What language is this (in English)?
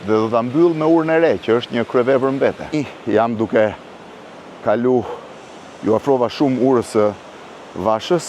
Albanian